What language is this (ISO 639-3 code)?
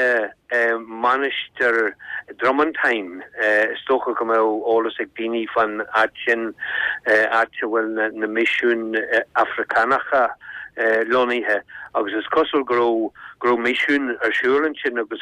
gle